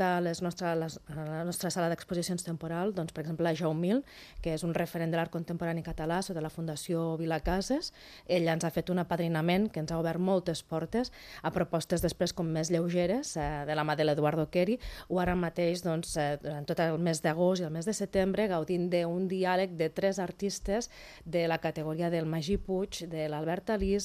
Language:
Catalan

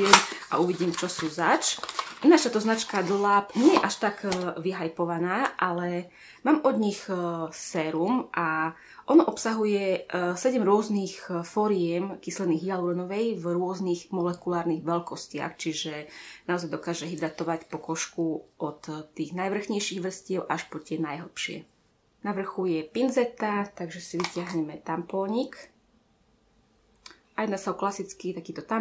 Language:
Slovak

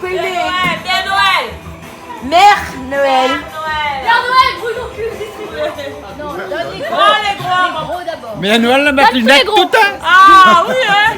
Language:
Réunion Creole French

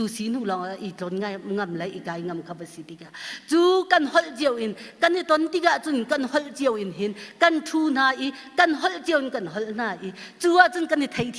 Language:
Hakha Chin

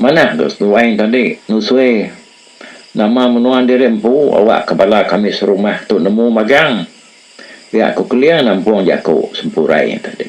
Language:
Iban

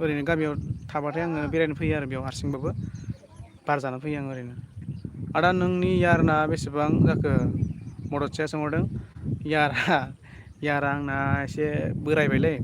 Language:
Bodo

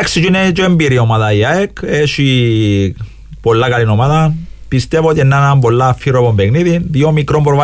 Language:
Greek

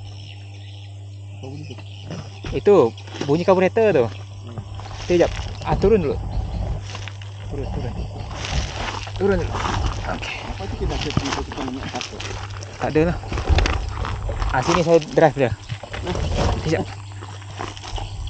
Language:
Malay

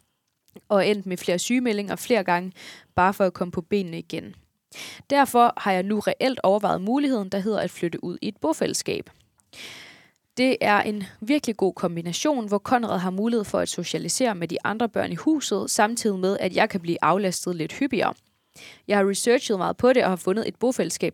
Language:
Danish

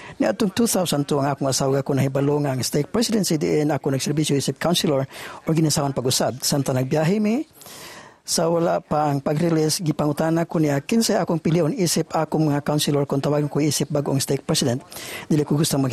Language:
Cebuano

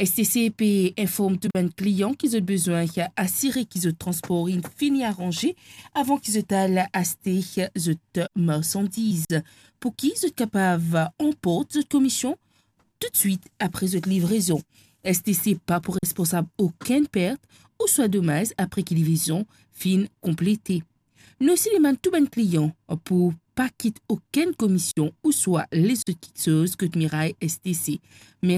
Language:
Morisyen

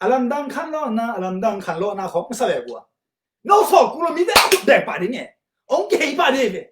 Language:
Tedim Chin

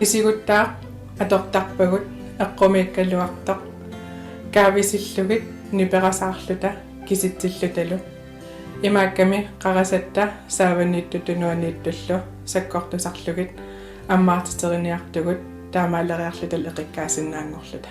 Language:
Kalaallisut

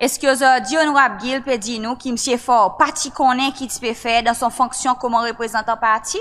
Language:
Seselwa Creole French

